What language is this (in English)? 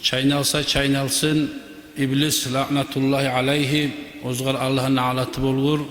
Kumyk